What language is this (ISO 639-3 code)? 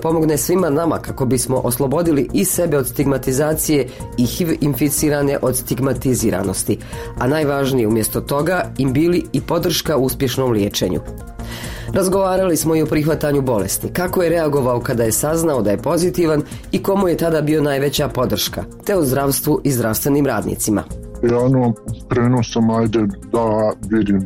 srp